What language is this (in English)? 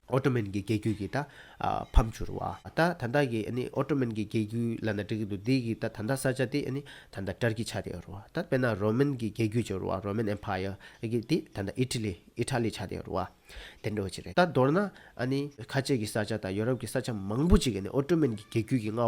Tibetan